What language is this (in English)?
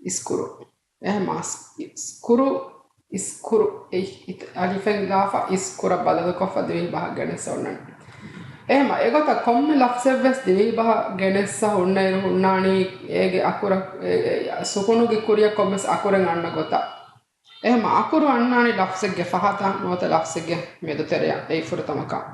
Divehi